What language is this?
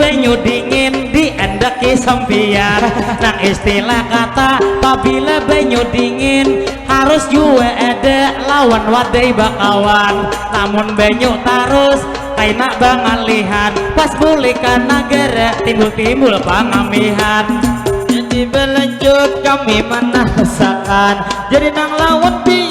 Banjar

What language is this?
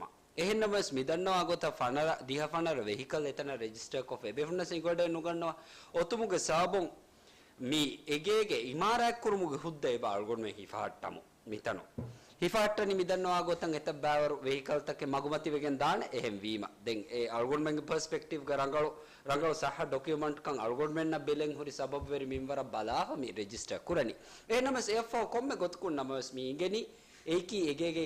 Divehi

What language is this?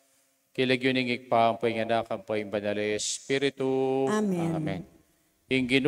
Pampanga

